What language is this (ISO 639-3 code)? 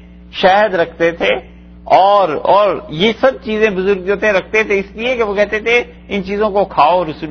urd